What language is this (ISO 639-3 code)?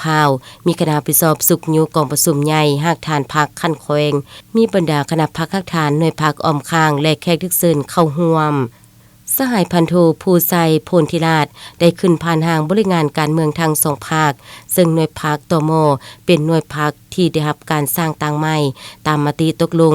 lao